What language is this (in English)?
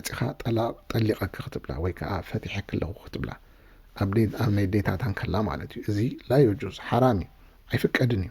Tigrinya